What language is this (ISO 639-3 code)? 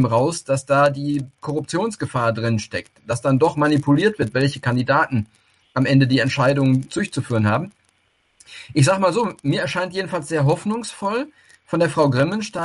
deu